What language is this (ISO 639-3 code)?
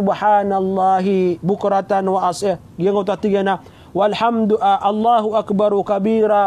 mrw